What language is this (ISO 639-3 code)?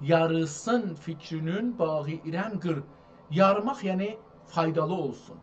azb